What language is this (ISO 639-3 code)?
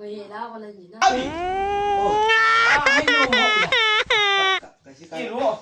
nbc